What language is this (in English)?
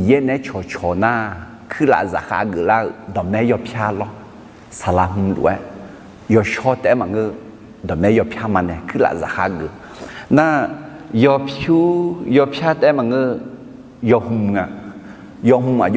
Akha